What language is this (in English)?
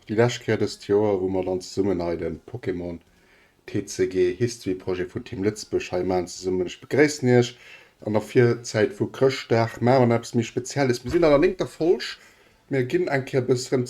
Luxembourgish